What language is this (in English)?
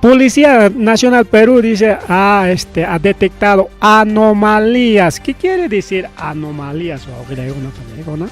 Ayacucho Quechua